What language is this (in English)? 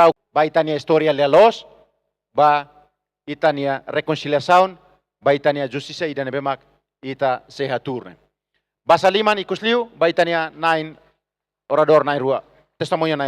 Tetum